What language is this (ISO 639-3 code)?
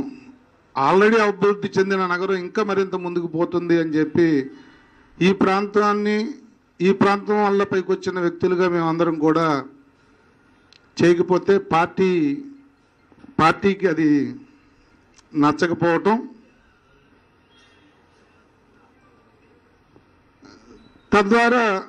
tel